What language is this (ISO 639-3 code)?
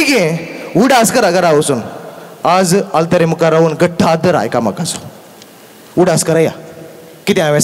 kok